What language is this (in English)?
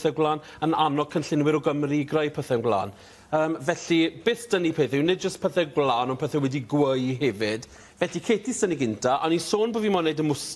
Welsh